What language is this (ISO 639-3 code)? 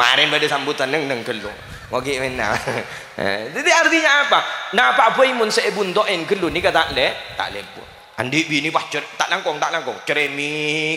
mad